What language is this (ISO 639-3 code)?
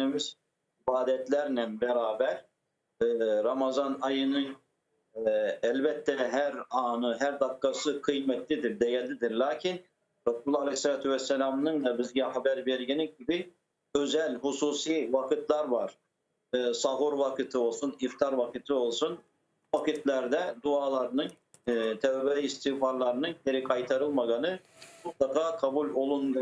crh